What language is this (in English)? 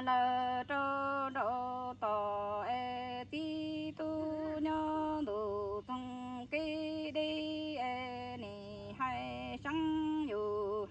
Hmong